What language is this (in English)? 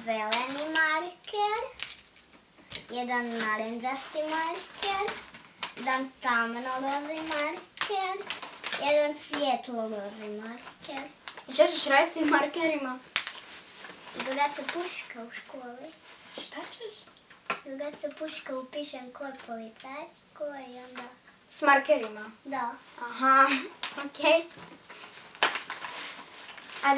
Croatian